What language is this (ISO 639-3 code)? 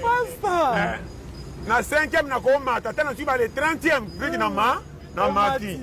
lin